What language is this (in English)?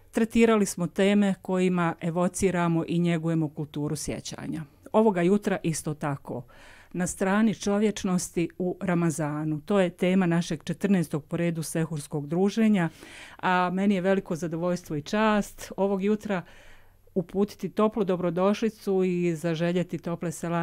Bosnian